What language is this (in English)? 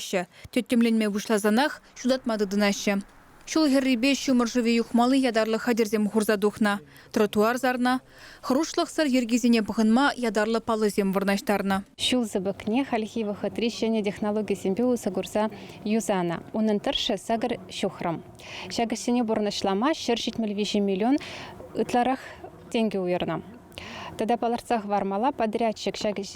Chuvash